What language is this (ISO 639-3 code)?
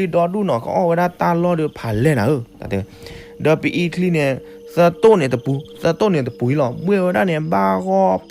ksw